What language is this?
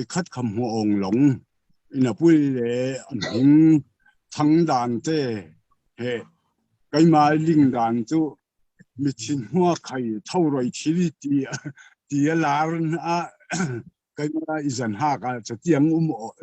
Falam Chin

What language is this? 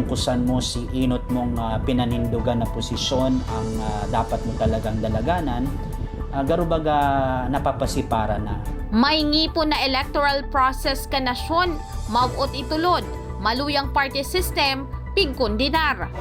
Bikol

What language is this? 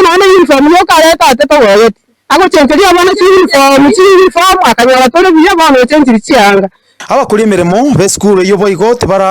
Gusii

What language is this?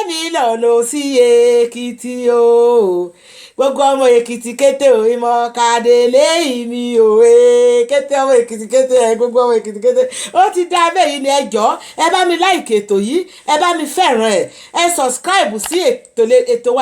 Yoruba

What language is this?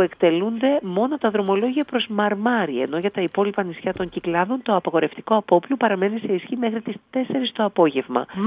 Greek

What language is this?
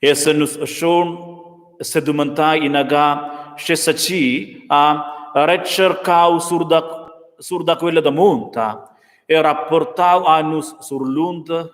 Romansh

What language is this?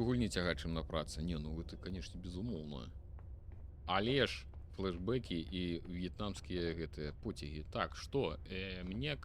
Belarusian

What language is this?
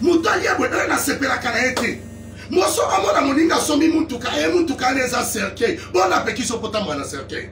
Lingala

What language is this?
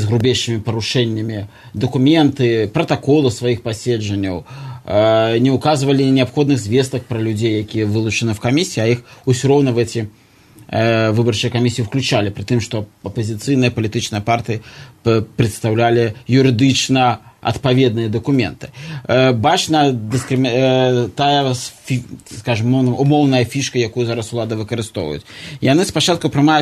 Belarusian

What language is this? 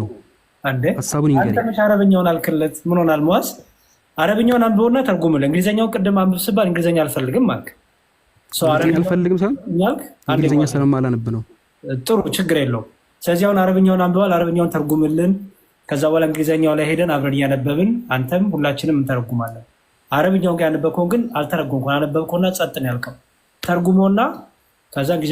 Amharic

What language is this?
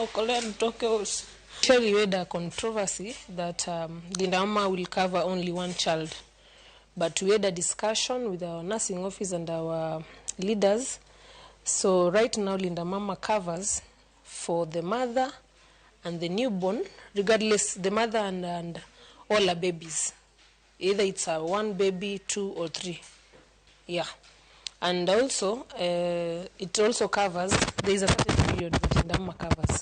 Luo (Kenya and Tanzania)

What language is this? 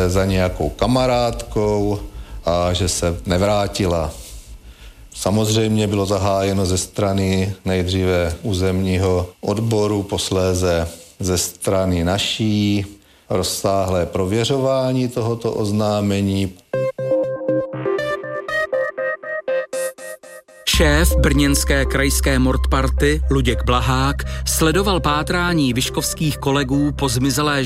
Czech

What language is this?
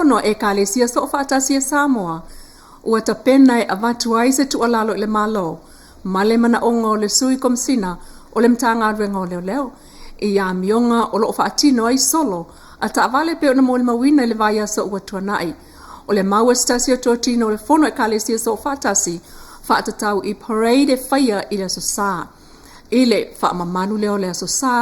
Samoan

